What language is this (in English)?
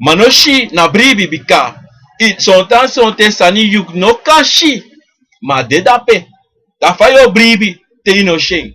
Sranan Tongo